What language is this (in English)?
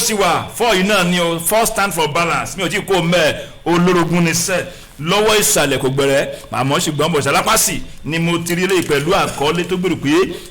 Yoruba